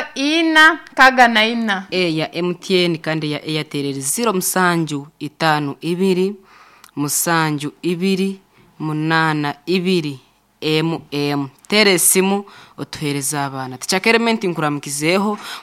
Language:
Nyankole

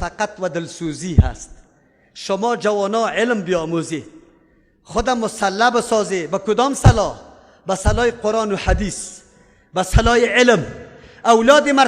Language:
Persian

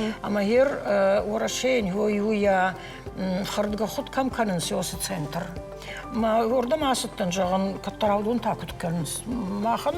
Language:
Ossetic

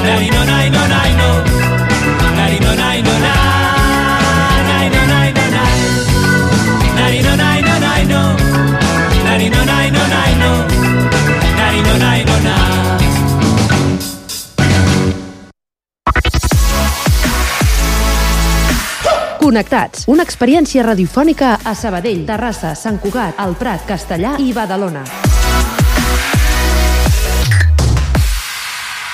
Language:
Catalan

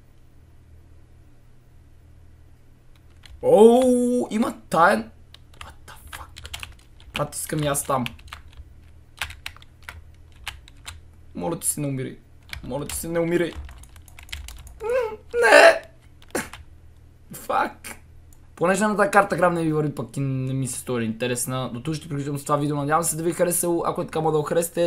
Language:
Bulgarian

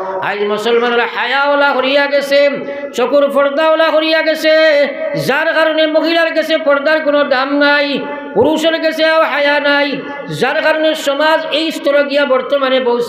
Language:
Sylheti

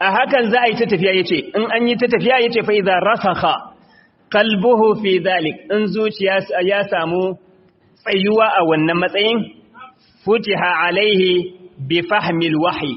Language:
Hausa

